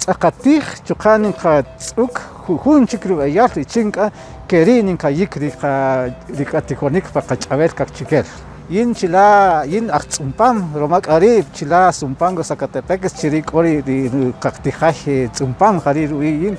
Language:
Kaqchikel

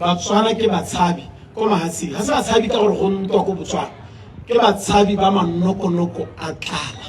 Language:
Tswana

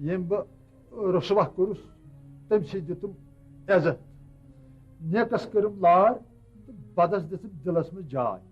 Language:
Kashmiri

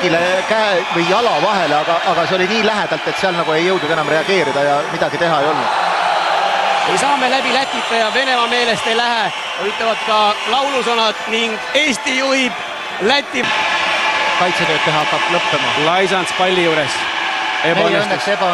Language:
Estonian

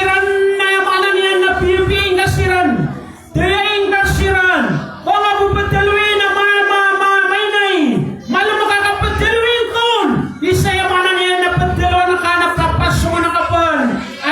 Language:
Maranao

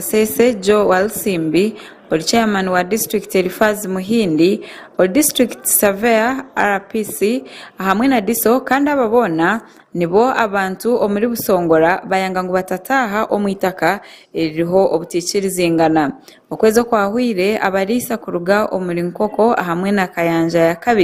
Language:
Nyankole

